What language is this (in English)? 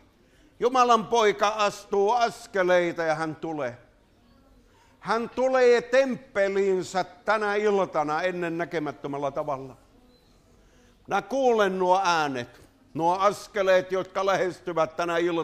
Finnish